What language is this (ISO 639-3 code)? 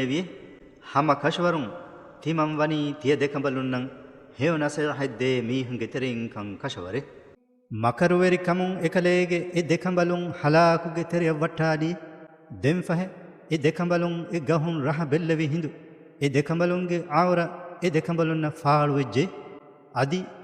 div